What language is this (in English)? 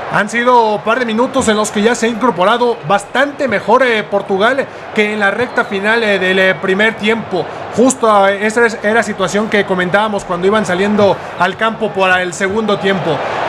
Spanish